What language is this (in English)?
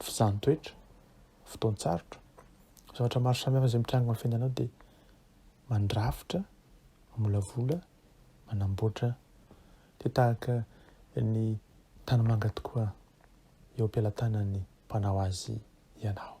Malagasy